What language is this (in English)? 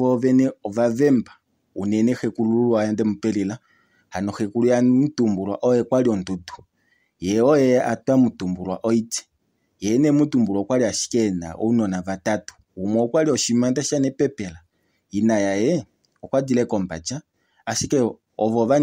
Kuanyama